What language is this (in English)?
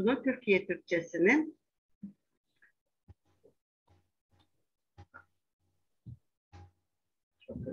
Turkish